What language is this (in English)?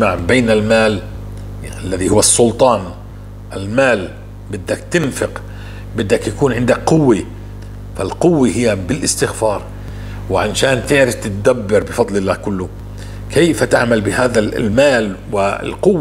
North Levantine Arabic